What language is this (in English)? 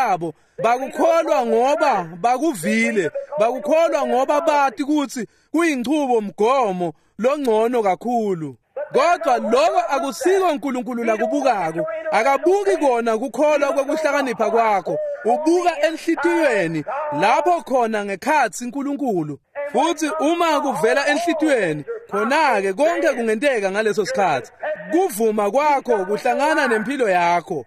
Swati